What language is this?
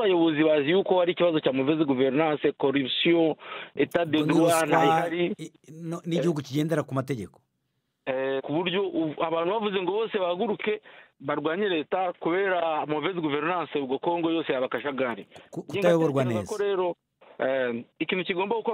Kinyarwanda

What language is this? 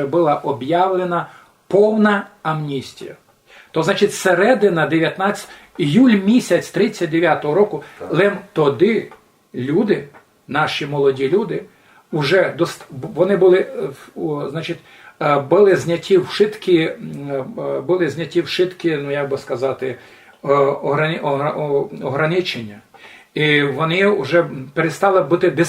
Rusyn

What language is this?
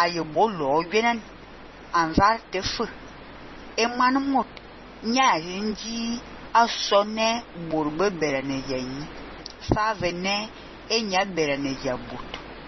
Fang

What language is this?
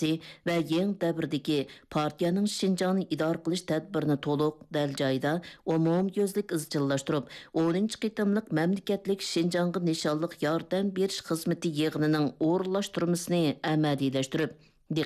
Uyghur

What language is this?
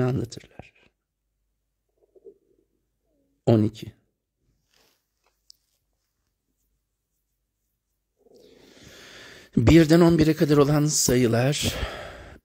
Turkish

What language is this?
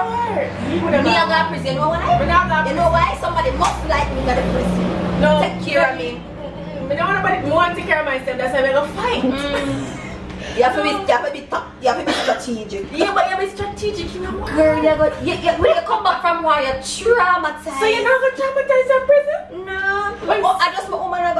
Jamaican Creole English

